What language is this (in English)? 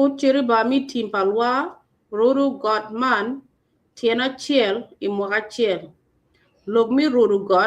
Acoli